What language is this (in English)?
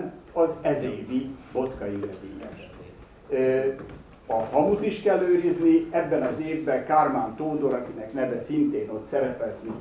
Hungarian